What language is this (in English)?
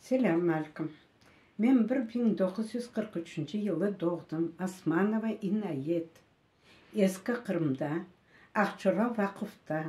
Crimean Tatar